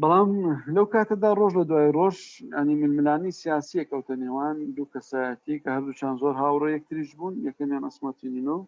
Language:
Central Kurdish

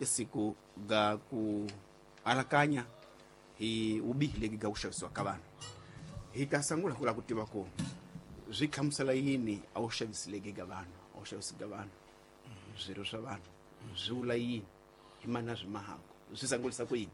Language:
Tsonga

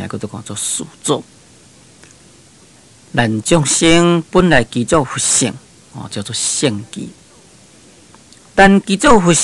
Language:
Min Nan Chinese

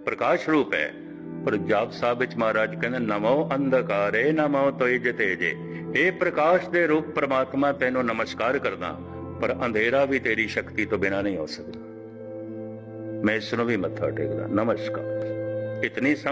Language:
Punjabi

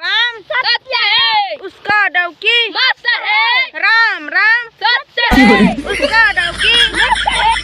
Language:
Chhattisgarhi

